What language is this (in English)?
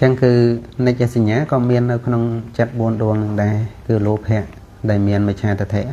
Khmer